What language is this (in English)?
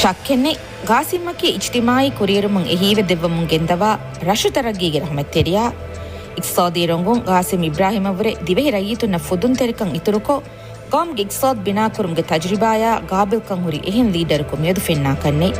Divehi